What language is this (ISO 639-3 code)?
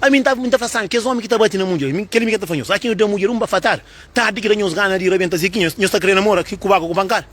kea